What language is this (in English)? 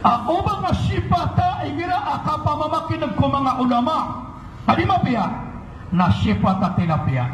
Maranao